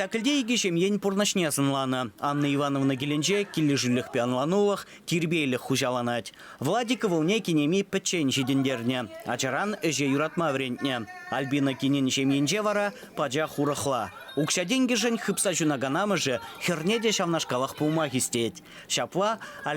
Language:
Chuvash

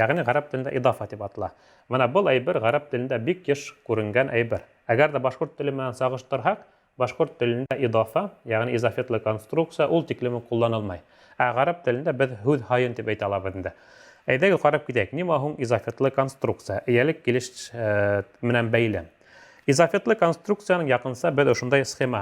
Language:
Bashkir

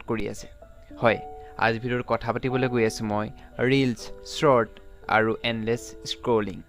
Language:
Assamese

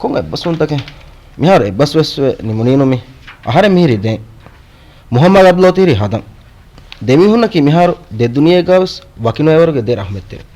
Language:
Divehi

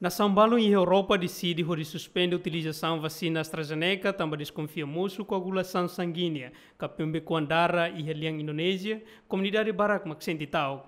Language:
Tetum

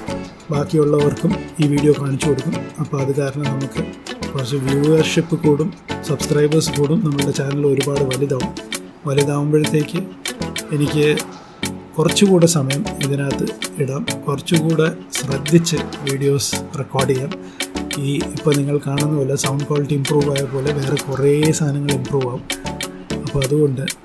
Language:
Malayalam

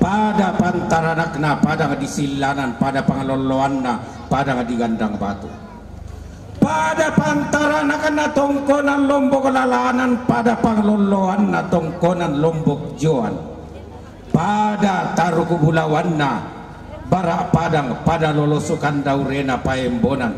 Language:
Toraja-Sa'dan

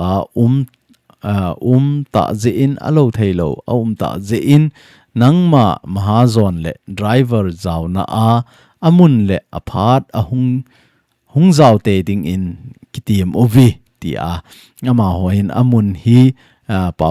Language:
Thado Chin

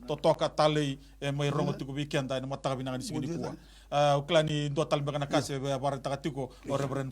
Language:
Fijian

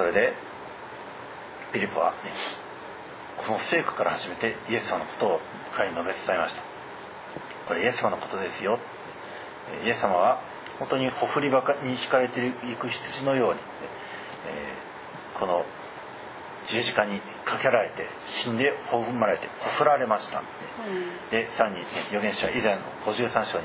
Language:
Japanese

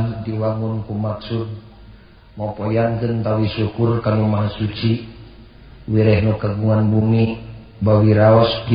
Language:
Sundanese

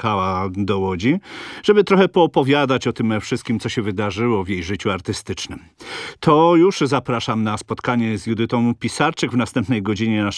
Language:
Polish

